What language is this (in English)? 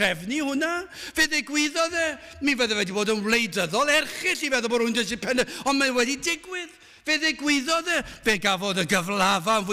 Welsh